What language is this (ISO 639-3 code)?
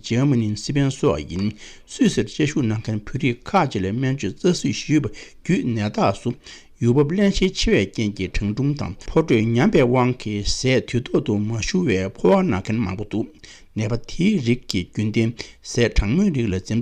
bod